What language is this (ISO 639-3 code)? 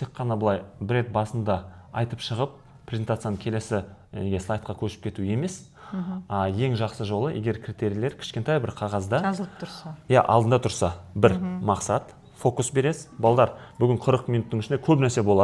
kaz